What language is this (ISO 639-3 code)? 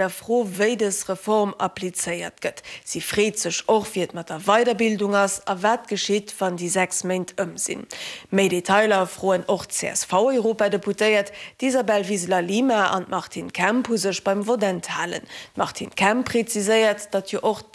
ltz